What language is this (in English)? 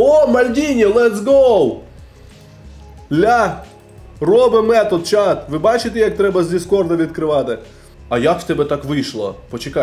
Ukrainian